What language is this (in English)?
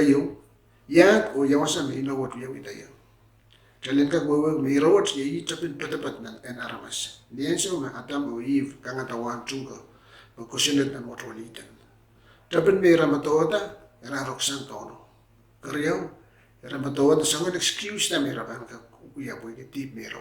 Pohnpeian